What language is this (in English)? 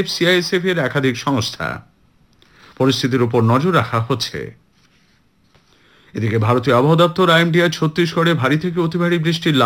Bangla